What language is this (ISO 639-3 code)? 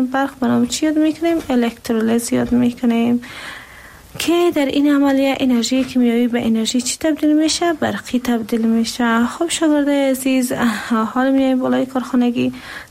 fas